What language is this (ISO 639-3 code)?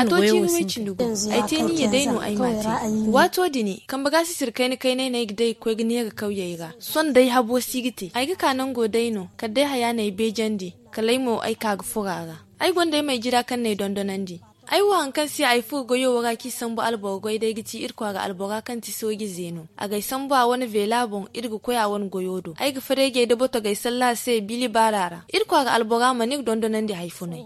dje